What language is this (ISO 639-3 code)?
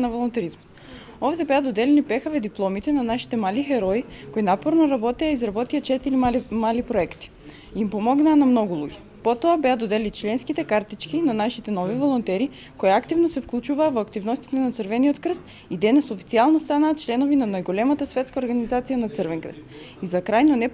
mkd